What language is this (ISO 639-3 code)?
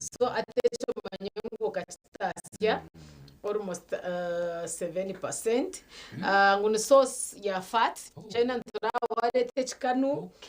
nyn